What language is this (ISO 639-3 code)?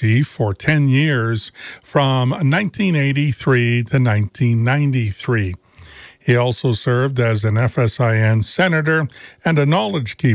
eng